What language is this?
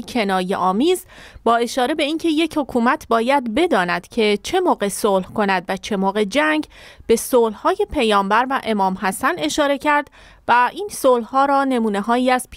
Persian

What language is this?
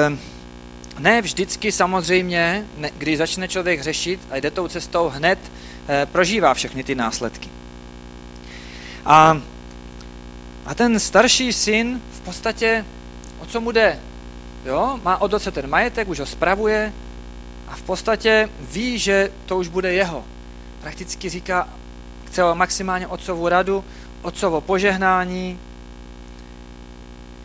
Czech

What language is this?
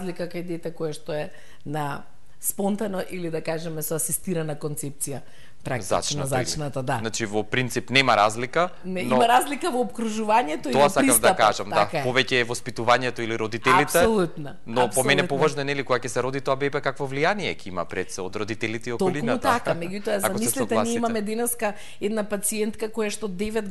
Macedonian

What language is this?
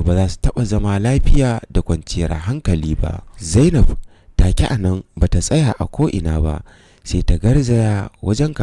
Hausa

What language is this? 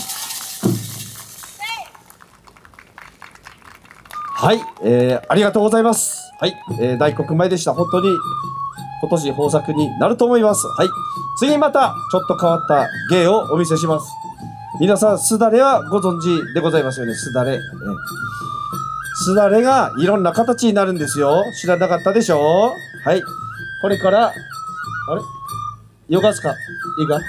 Japanese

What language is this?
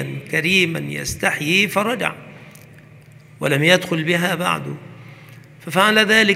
Arabic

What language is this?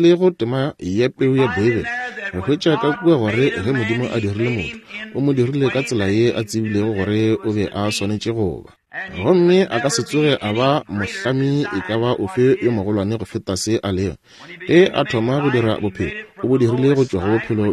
Northern Sotho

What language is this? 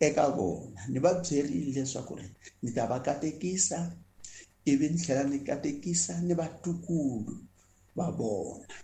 Tsonga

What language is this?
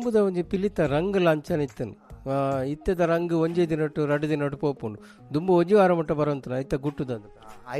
Tulu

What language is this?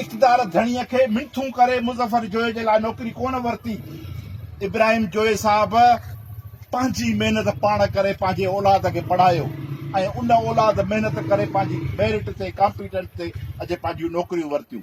Sindhi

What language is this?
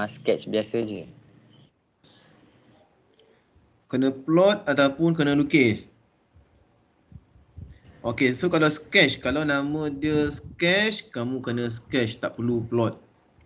Malay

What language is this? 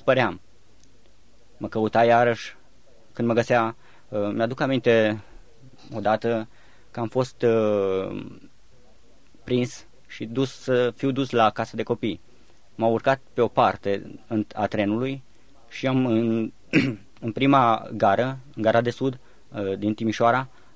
Romanian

